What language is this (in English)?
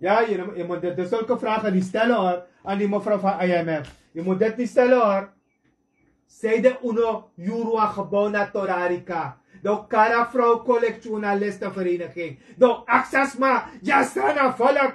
Sranan Tongo